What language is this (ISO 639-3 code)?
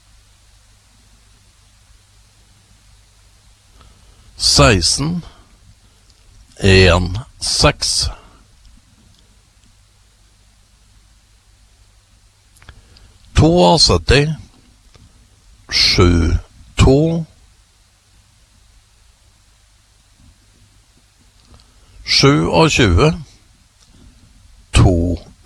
nor